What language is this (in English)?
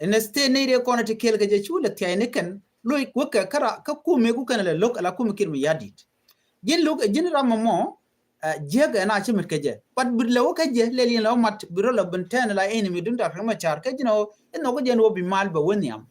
Nuer